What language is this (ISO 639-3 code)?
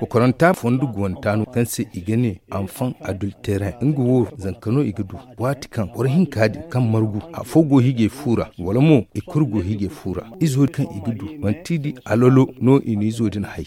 dje